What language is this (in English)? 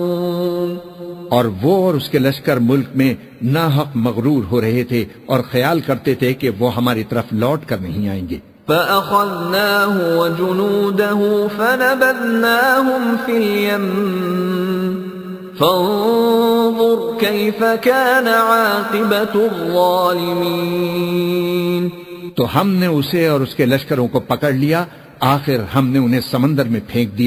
Urdu